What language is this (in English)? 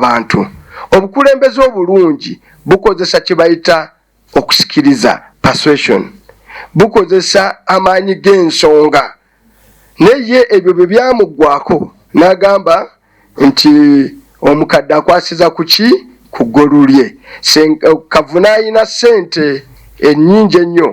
Ganda